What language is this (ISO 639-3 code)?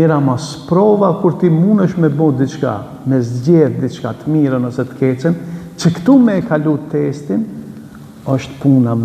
sqi